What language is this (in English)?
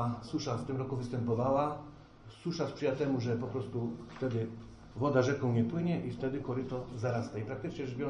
Polish